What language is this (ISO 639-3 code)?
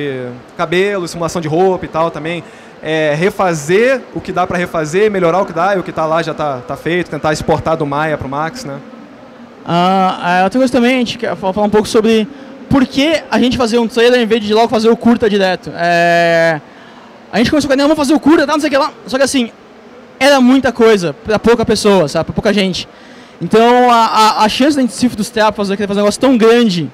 por